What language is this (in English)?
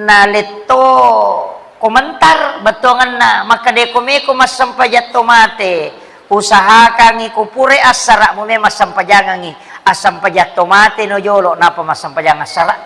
Buginese